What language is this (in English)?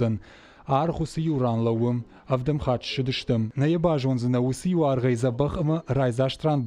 Ossetic